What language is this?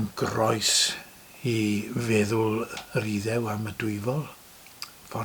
Welsh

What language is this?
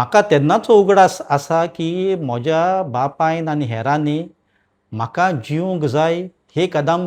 Konkani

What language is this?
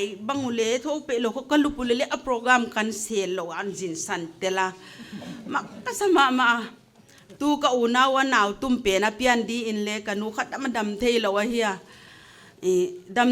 Paite Chin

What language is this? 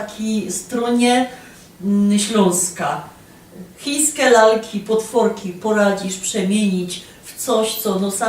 Silesian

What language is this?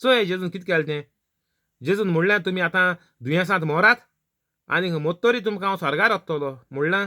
Konkani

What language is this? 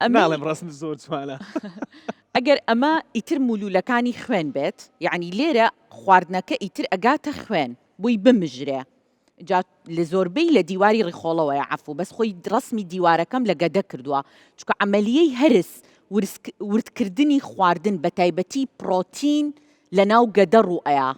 Central Kurdish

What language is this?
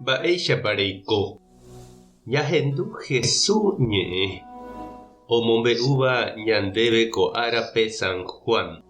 Guarani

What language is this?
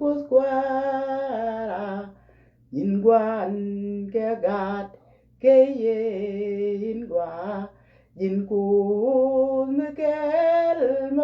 Nuer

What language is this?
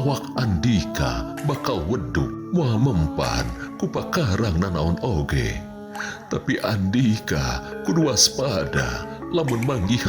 Sundanese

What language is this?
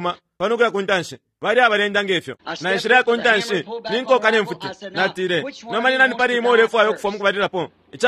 Bemba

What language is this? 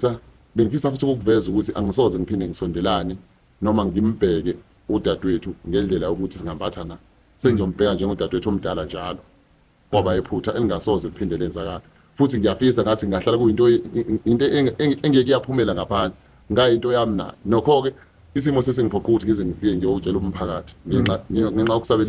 Zulu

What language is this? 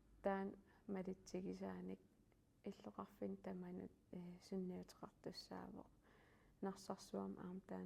Kalaallisut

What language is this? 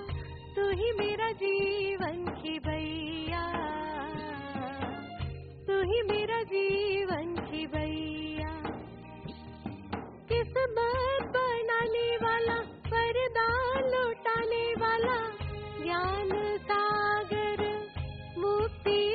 Hindi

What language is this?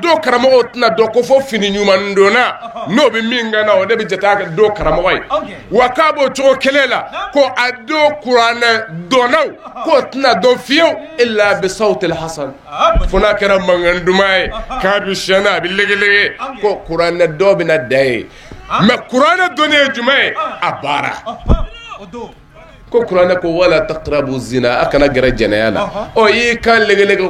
Bambara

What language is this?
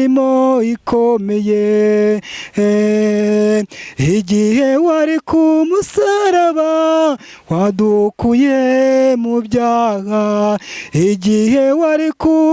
Kinyarwanda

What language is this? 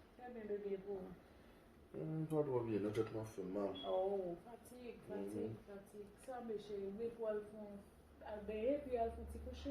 Haitian Creole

